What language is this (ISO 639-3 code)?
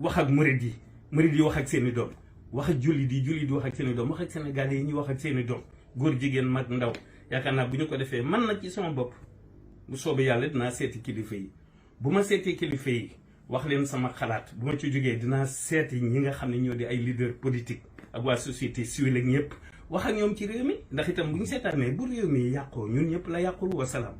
wol